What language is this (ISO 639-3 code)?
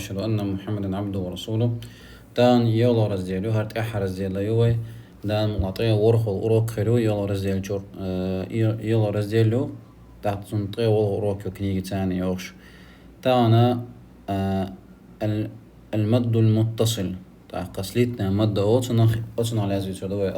che